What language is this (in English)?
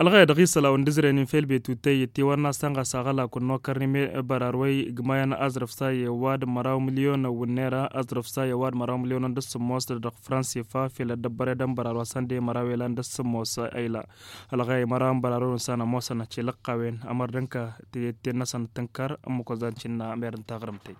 Tamasheq